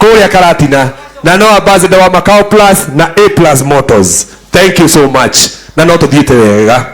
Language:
Kikuyu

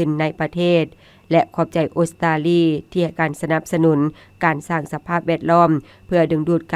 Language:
Lao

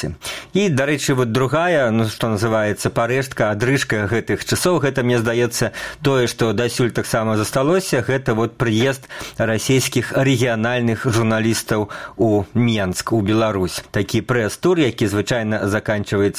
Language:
Belarusian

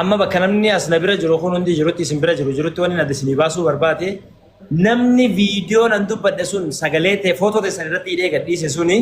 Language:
Oromo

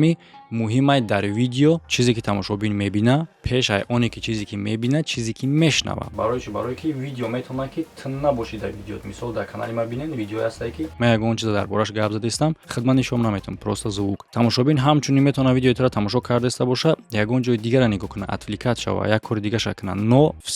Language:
Tajik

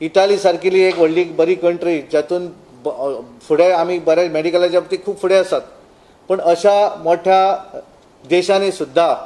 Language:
Konkani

